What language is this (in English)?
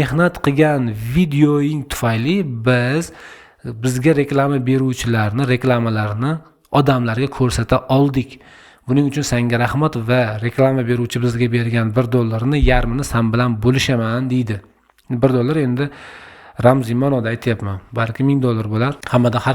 Uzbek